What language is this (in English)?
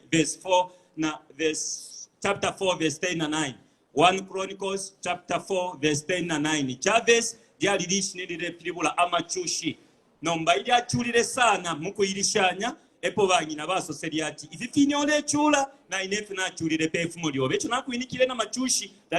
Bemba